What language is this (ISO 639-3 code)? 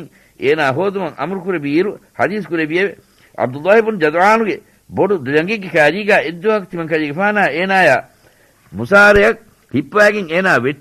div